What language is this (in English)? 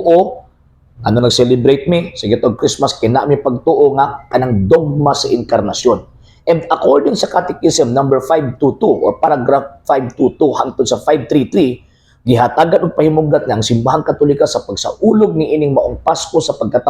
Cebuano